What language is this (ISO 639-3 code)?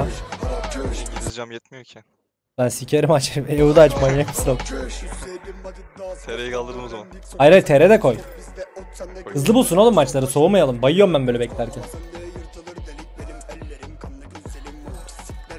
tur